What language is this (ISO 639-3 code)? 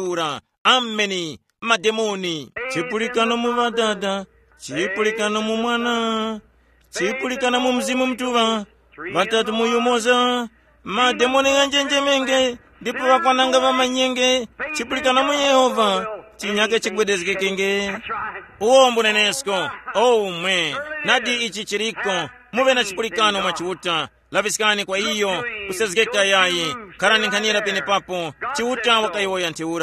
tum